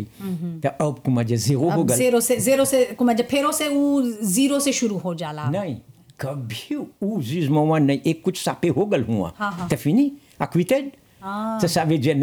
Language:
Bhojpuri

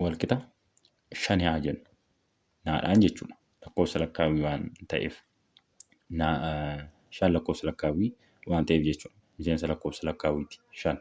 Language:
Oromo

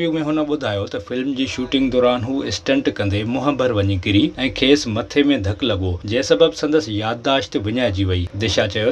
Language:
Sindhi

